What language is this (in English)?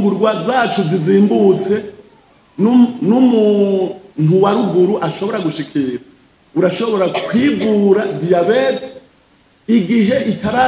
Rundi